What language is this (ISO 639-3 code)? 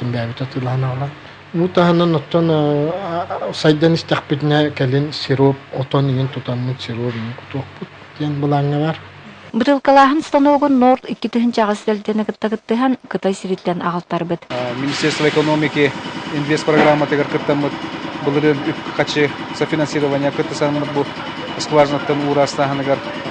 sah